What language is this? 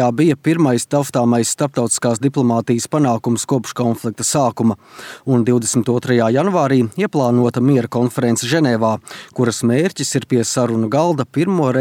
Latvian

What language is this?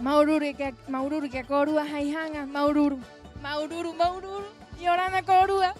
Rapanui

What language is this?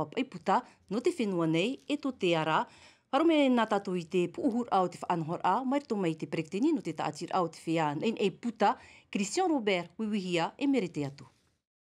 Tahitian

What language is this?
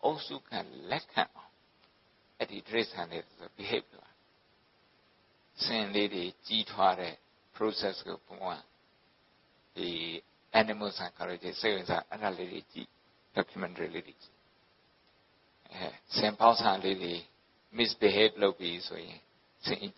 Burmese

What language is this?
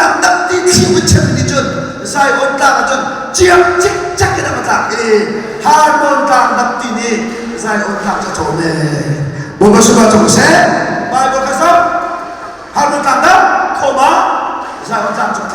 Hakha Chin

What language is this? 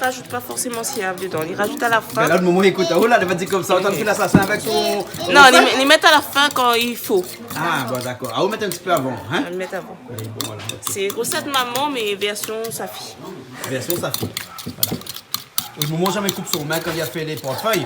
Réunion Creole French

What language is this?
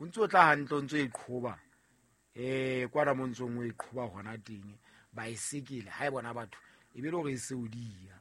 Southern Sotho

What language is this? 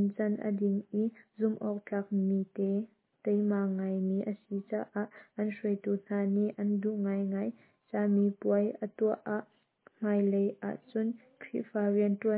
Hakha Chin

